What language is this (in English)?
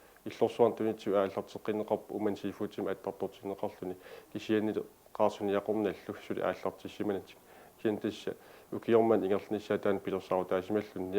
Kalaallisut